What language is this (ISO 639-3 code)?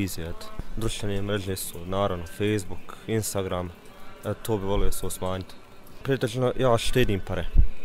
bos